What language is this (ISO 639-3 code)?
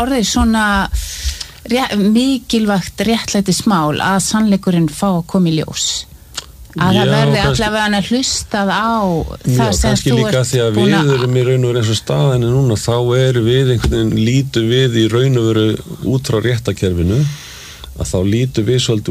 isl